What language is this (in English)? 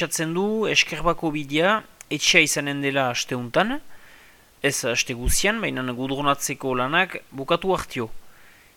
Basque